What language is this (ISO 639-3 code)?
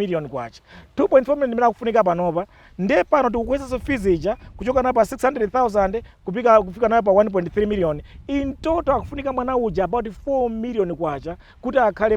nya